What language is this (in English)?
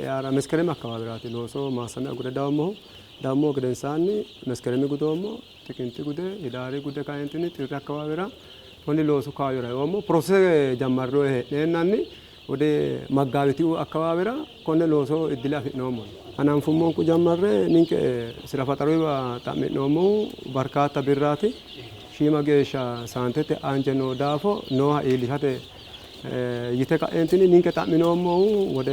Sidamo